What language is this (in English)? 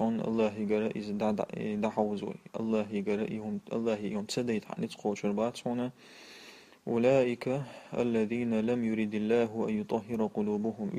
Chechen